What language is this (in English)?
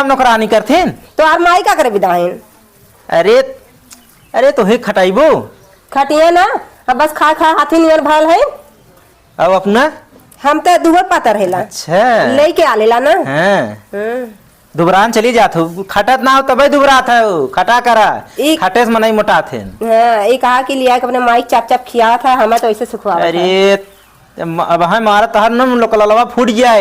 Awadhi